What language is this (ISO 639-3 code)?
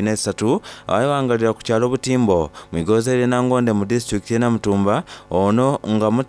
xog